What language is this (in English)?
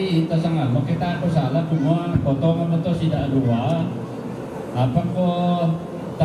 Toraja-Sa'dan